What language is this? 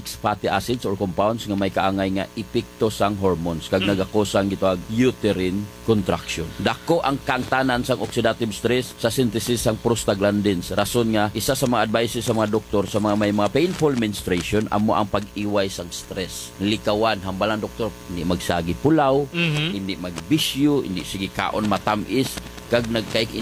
Hiligaynon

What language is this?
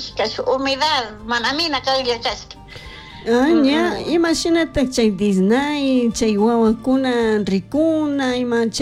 Chimborazo Highland Quichua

